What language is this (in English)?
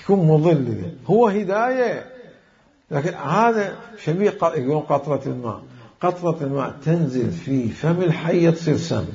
Mesopotamian Arabic